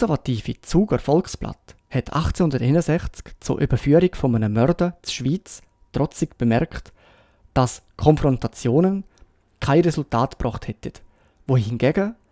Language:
Swiss German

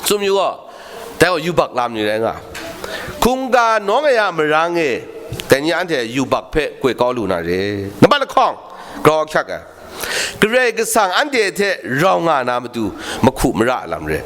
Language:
Kachin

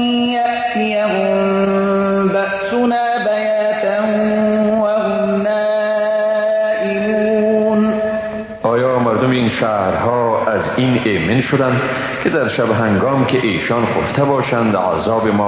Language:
Persian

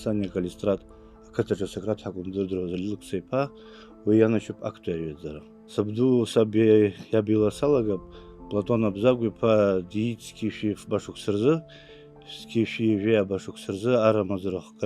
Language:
Abkhazian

